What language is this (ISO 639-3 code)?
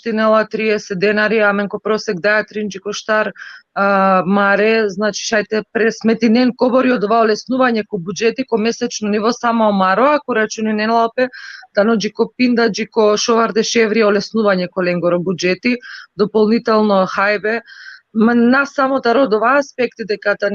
rmn